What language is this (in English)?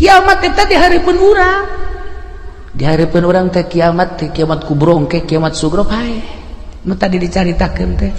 Sundanese